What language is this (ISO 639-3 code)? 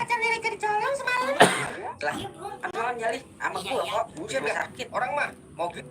bew